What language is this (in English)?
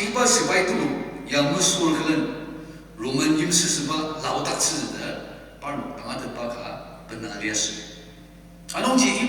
Ao Naga